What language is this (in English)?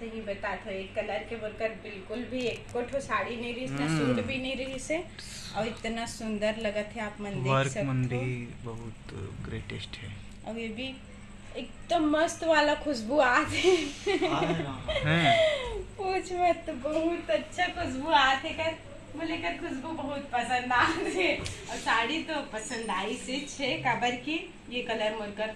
Chhattisgarhi